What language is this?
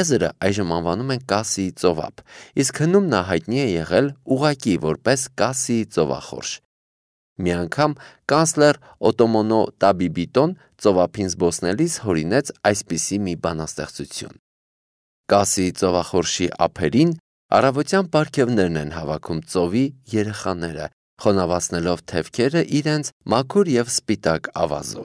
Armenian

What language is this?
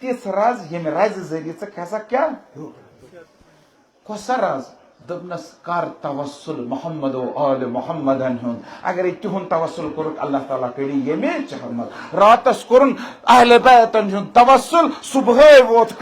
Kashmiri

